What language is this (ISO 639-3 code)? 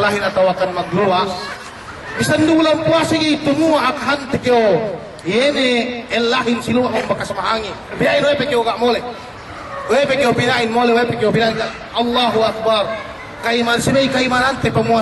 yka